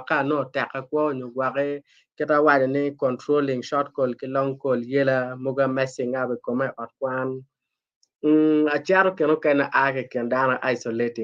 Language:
Acoli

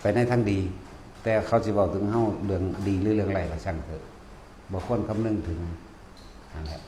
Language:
Northeastern Thai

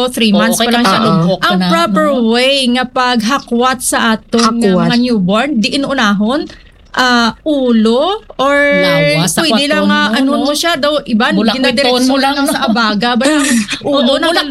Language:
Hiligaynon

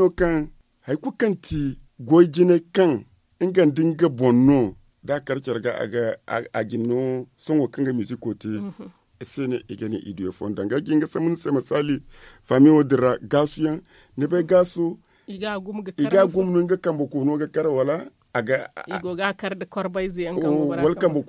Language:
Zarma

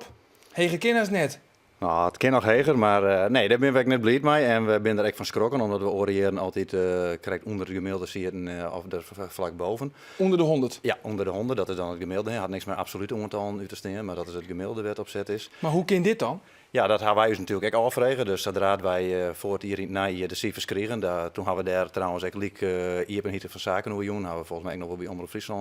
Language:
Western Frisian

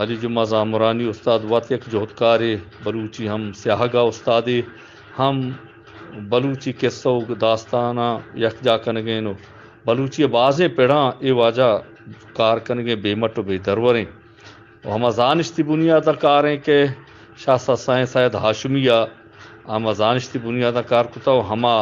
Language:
Eastern Balochi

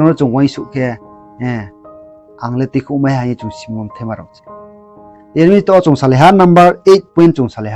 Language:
Riang (India)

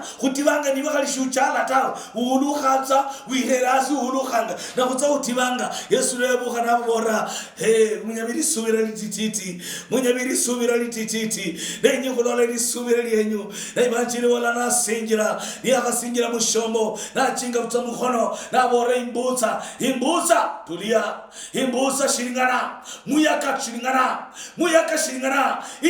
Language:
Luyia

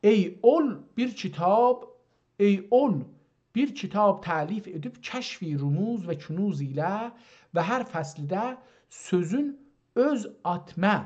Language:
South Azerbaijani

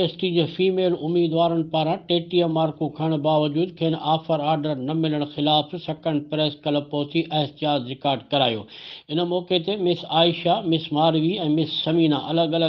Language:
Sindhi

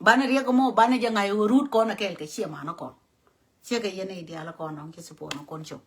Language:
Nuer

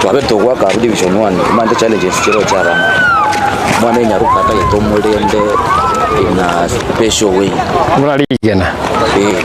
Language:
Gusii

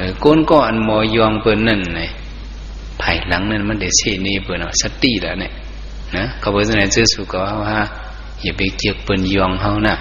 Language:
Shan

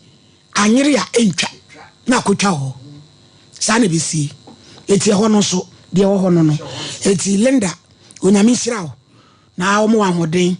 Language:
Akan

